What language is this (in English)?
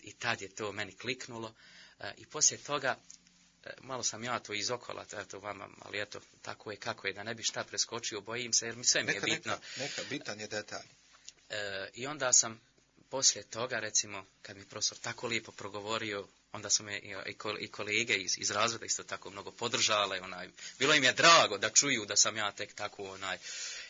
Bosnian